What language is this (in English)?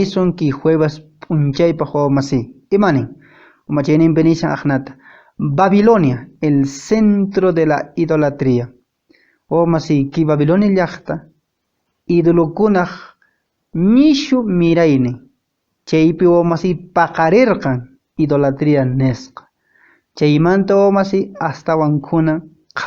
Quechua